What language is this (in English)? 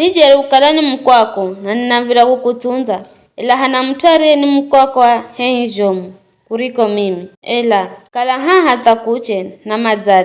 Giryama